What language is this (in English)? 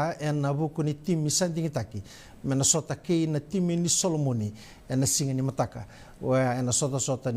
Fijian